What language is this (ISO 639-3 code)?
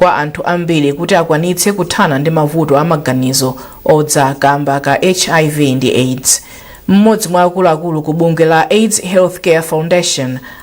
nya